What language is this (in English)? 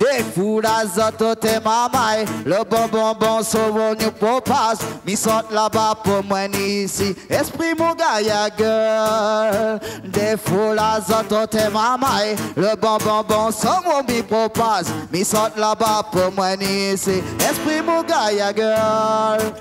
Réunion Creole French